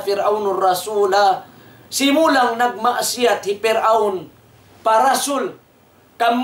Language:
Tausug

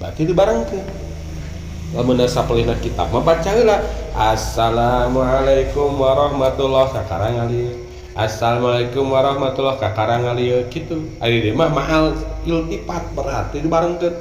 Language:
Sundanese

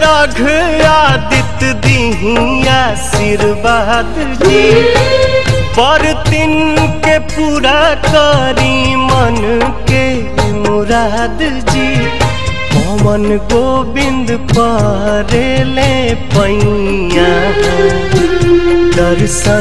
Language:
Bhojpuri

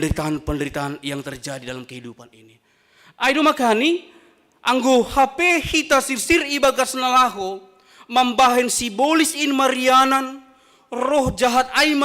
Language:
Batak Simalungun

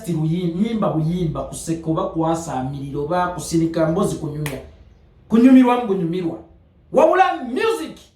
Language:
Ganda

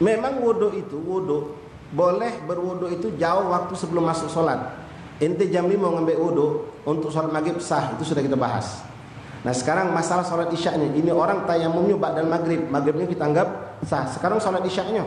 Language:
Musi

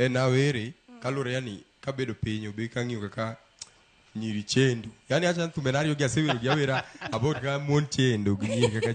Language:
Luo (Kenya and Tanzania)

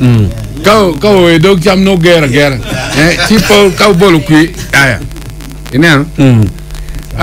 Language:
Acoli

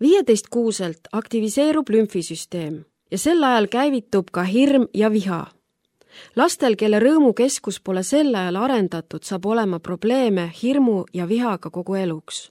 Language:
Estonian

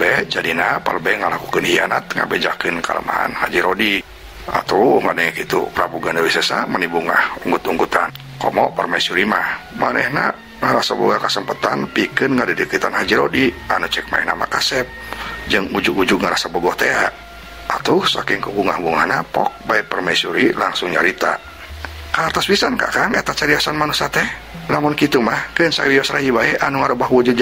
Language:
Sundanese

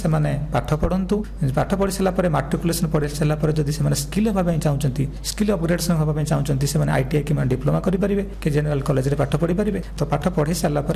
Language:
Odia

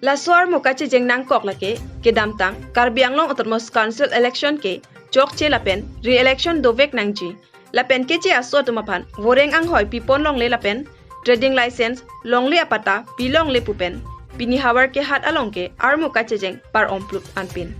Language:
Karbi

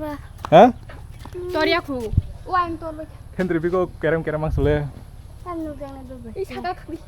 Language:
Kok Borok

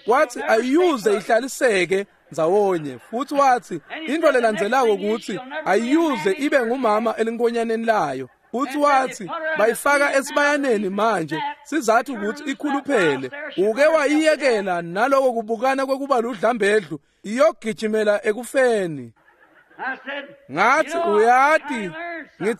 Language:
Swati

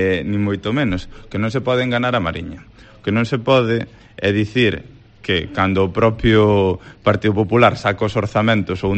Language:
Galician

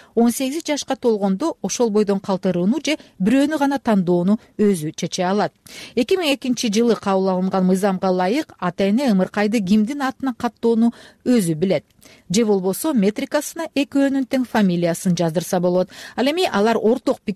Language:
Kyrgyz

